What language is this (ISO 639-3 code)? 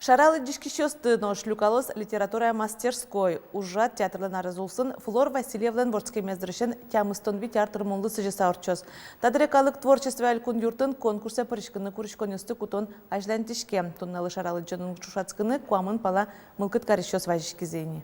udm